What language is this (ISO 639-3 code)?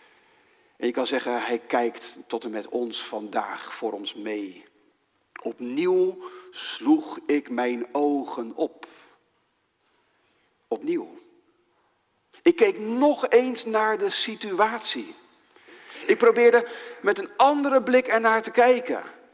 nld